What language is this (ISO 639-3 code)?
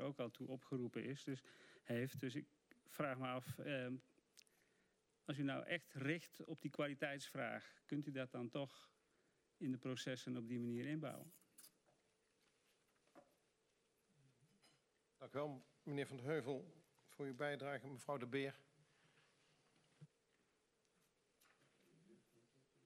nld